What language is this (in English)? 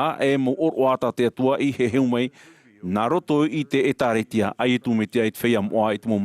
Tahitian